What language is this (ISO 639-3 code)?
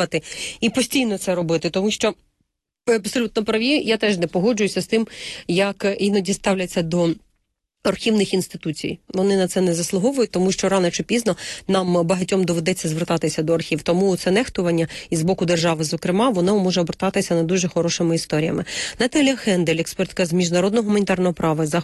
ukr